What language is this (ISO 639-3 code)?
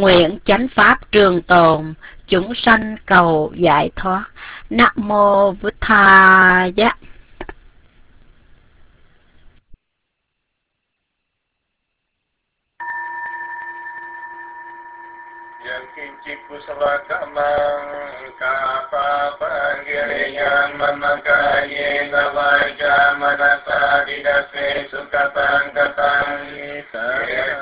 vie